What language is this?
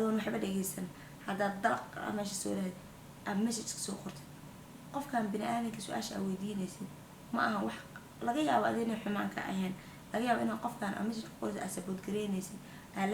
Somali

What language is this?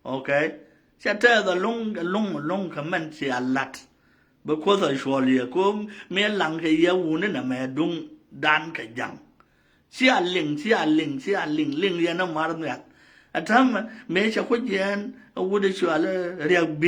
Nuer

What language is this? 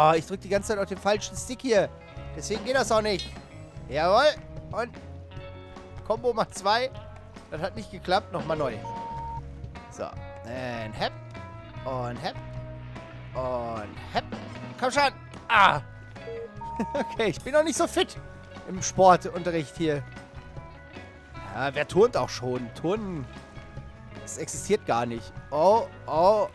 German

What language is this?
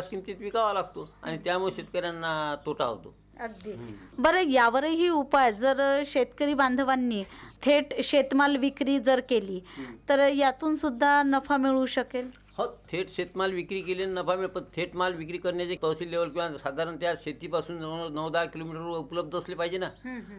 Marathi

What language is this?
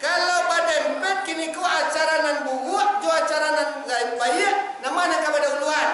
Minangkabau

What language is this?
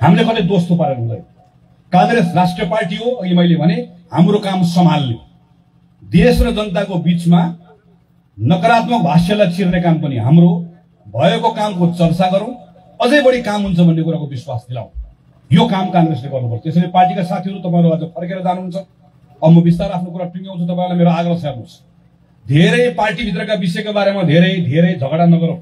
Nepali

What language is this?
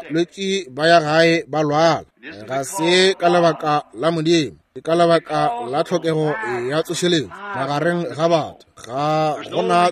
Northern Sotho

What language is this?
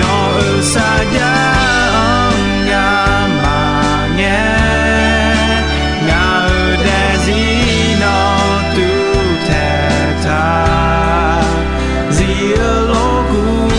Akha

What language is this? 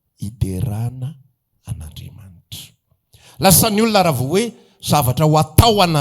Malagasy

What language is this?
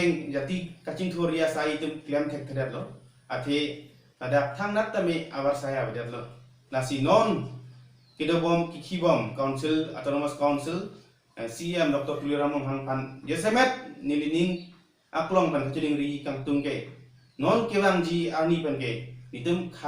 Karbi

